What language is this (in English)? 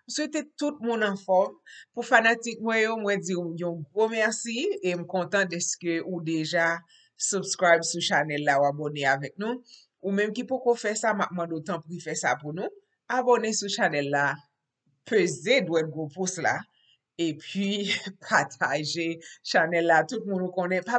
Haitian Creole